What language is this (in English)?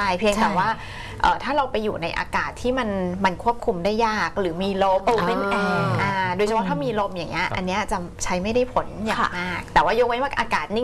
Thai